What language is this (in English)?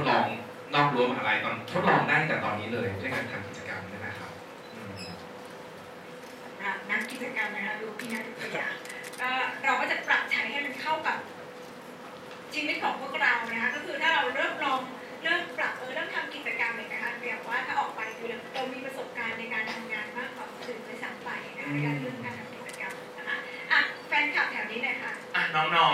Thai